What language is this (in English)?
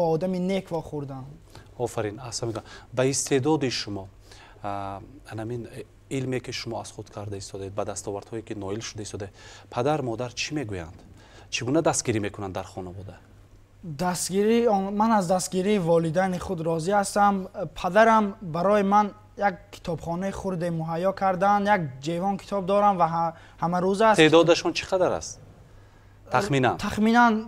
Tajik